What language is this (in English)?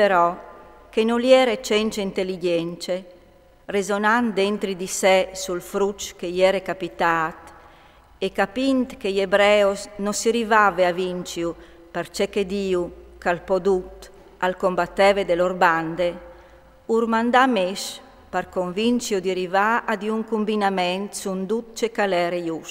Friulian